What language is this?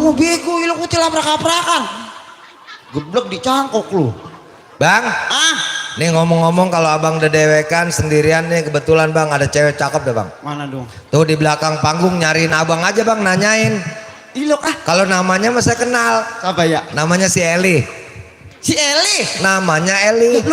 Betawi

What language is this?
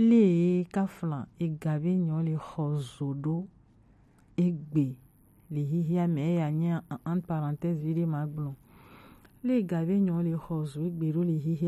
Gen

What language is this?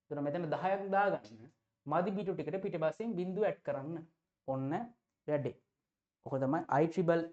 Sinhala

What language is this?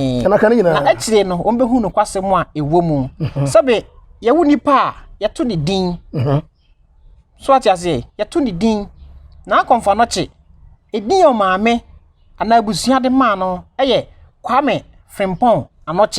Akan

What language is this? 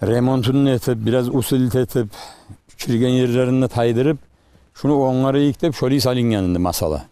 Kumyk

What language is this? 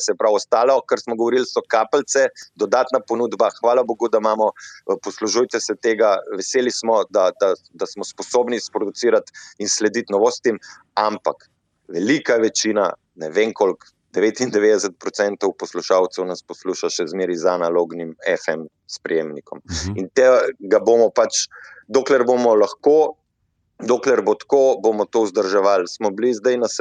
Slovenian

